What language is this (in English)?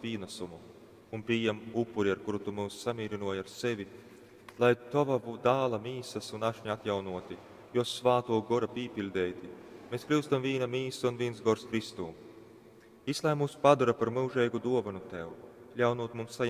Latgalian